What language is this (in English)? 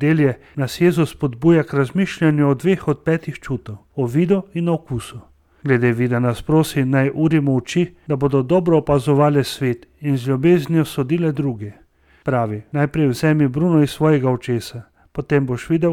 Slovenian